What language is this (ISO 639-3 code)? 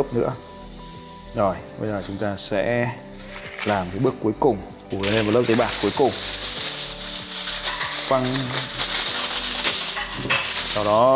vie